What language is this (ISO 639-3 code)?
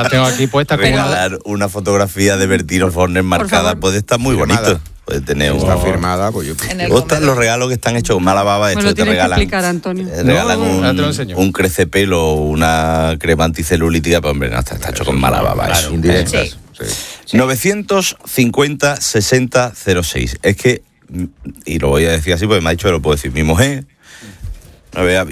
spa